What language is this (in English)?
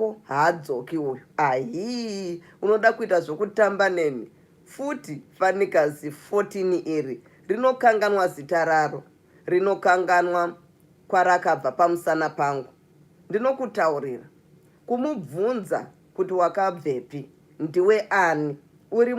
Shona